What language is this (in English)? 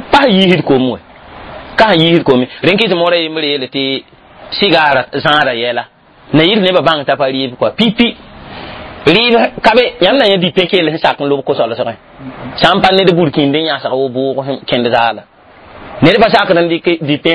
Mossi